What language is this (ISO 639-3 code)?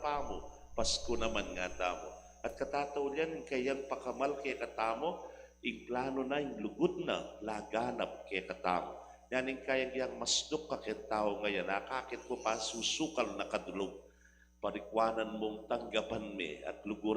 pam